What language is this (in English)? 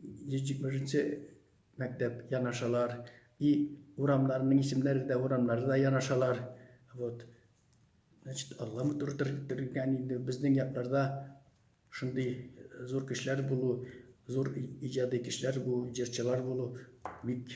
Tatar